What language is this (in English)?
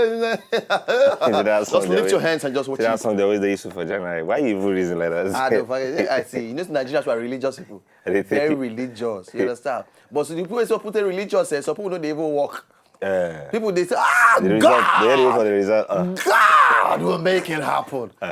Nigerian Pidgin